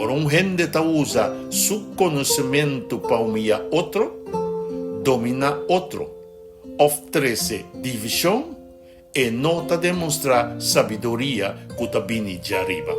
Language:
Papiamento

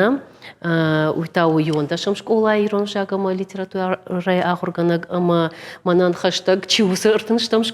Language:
Ossetic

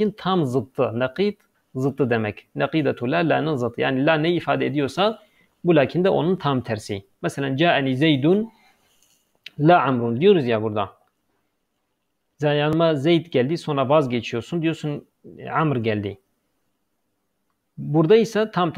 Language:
Turkish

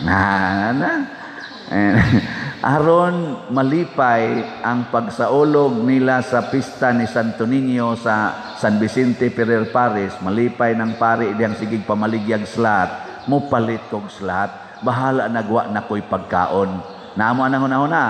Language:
Cebuano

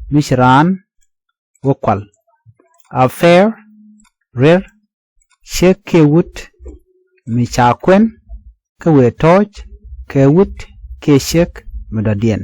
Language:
Nuer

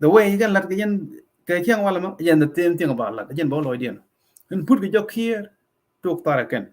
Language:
Nuer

